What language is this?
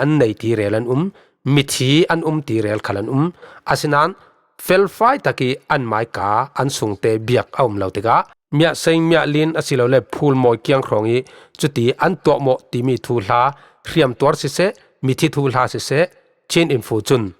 Falam Chin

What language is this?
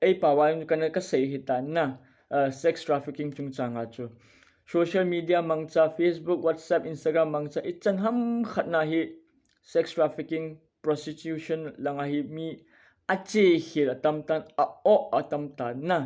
Thado Chin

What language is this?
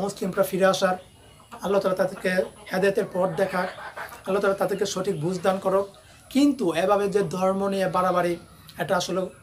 Bangla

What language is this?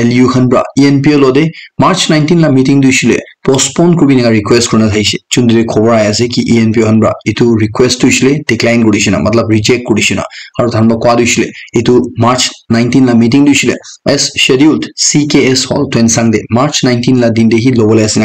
Naga Pidgin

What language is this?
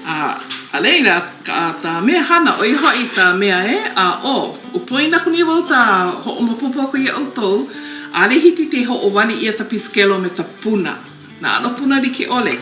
Hawaiian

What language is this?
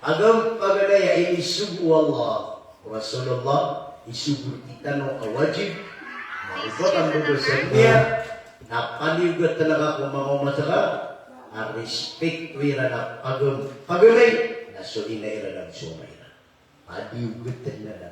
Maranao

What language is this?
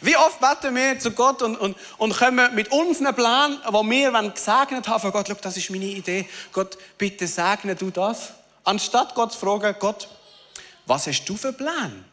Swiss German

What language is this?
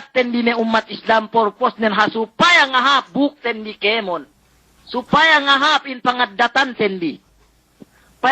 Yakan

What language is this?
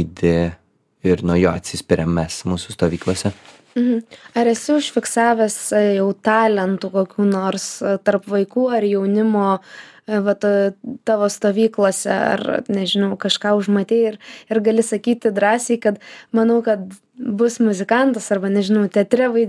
Lithuanian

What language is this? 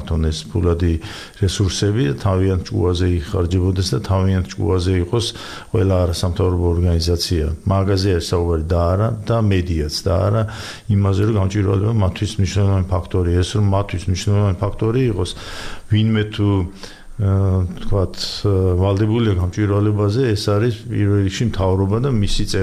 Georgian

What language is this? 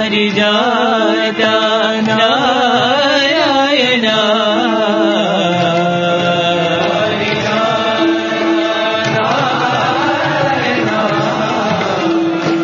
Telugu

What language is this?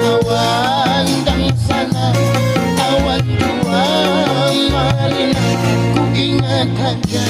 Banjar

